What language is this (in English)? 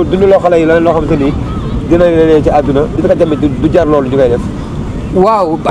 Wolof